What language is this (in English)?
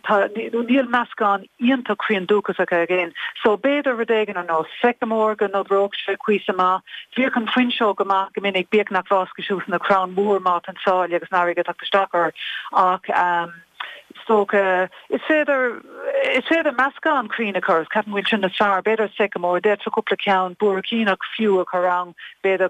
Irish